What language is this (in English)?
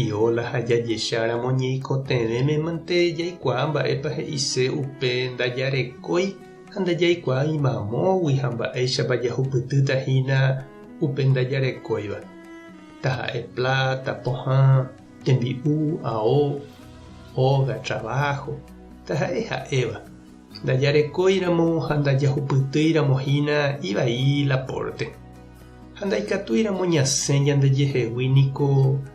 Guarani